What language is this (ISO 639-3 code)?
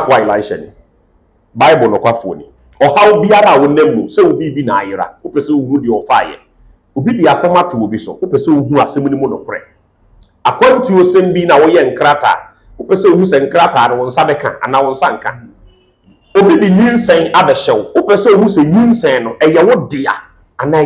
aka